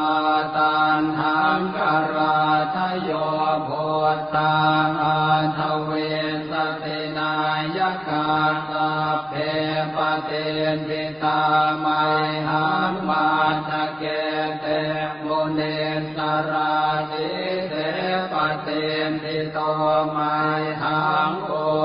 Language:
Pali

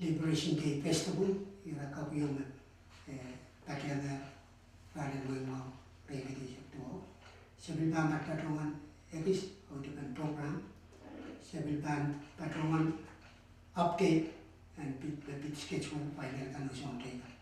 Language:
Pohnpeian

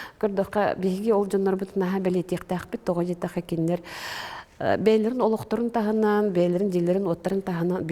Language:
Yakut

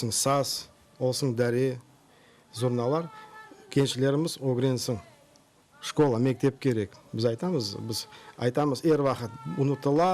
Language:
Crimean Tatar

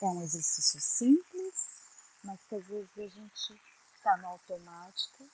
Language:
Portuguese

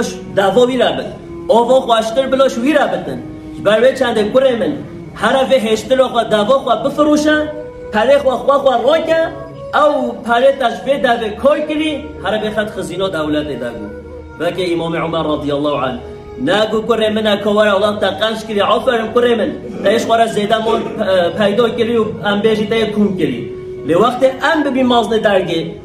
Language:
Kurdish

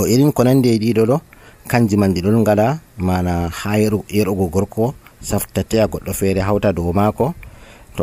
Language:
Nigerian Fulfulde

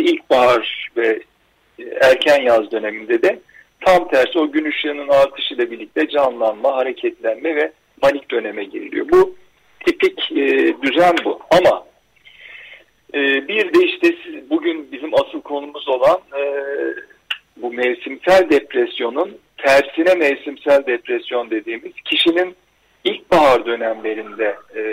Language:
Turkish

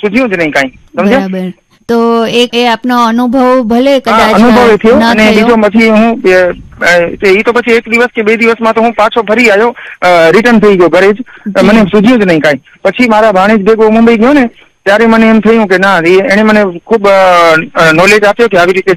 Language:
Gujarati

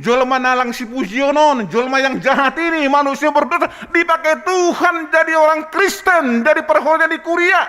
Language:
Batak Simalungun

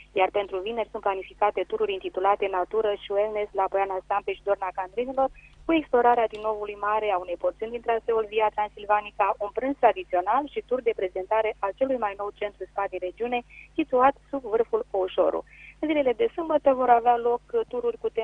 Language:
Romanian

